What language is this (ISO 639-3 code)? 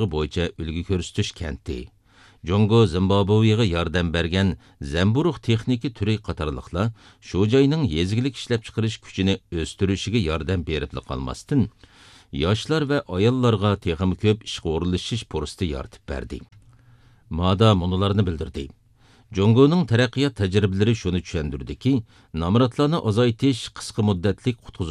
uig